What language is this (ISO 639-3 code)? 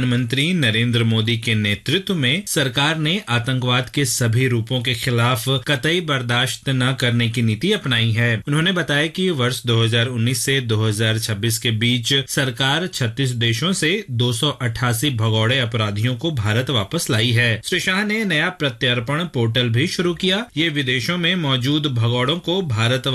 hin